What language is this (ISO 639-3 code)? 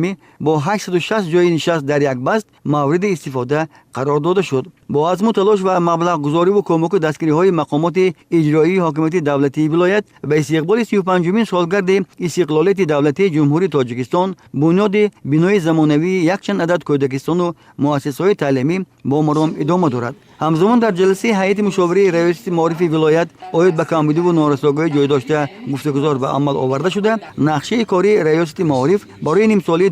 tgk